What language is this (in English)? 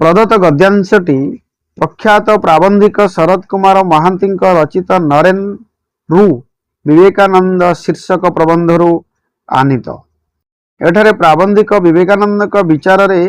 Odia